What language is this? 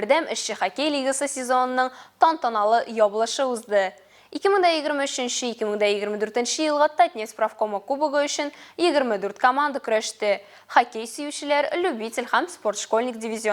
Tatar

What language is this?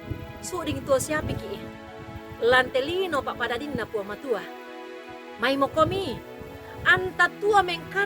Toraja-Sa'dan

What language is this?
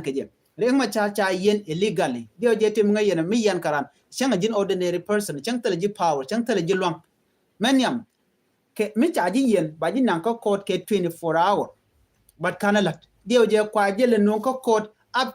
Nuer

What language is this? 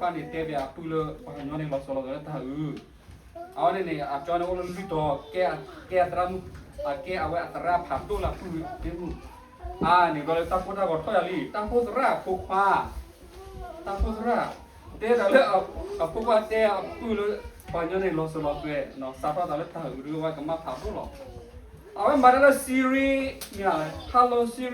S'gaw Karen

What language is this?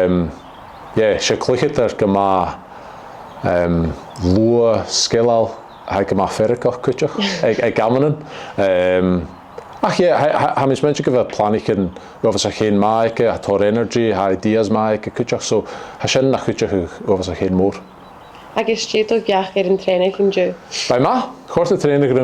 Scottish Gaelic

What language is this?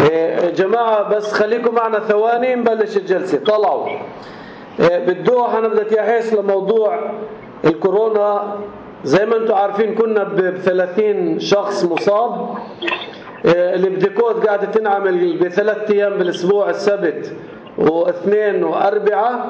North Levantine Arabic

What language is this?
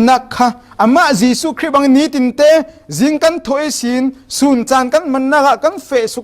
Falam Chin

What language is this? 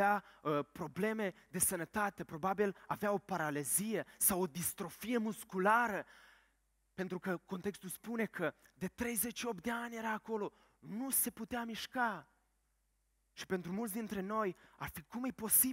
Romanian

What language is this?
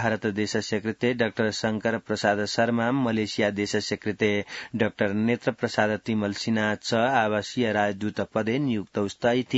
Sanskrit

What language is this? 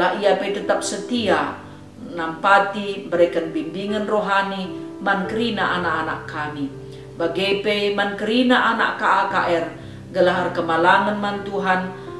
Batak Karo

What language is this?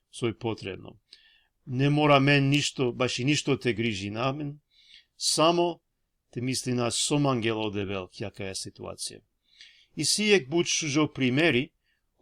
Balkan Romani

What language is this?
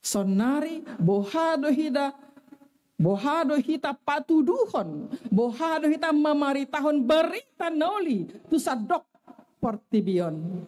Batak Toba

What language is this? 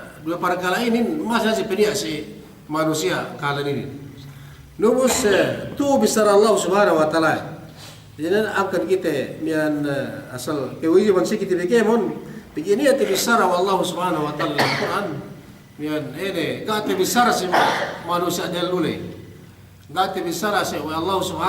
Yakan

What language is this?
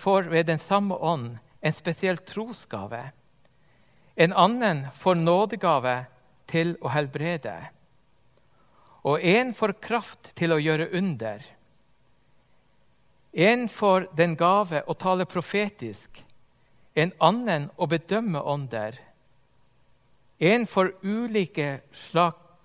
Norwegian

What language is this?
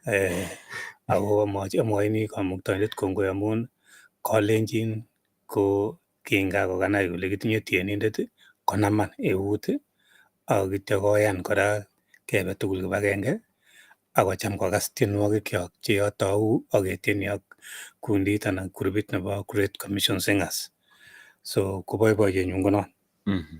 Kalenjin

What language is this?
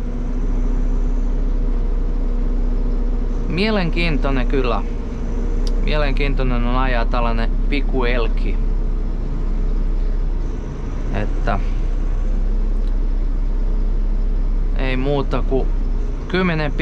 Finnish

